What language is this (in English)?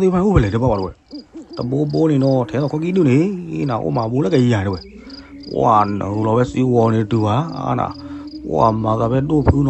S'gaw Karen